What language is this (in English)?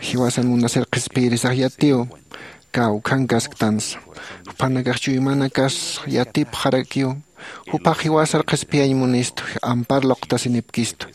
Aymara